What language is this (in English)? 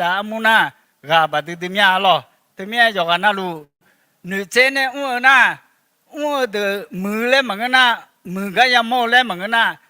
Akha